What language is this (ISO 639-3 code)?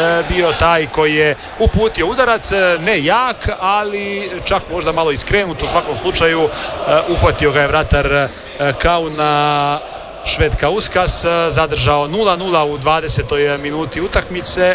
hrv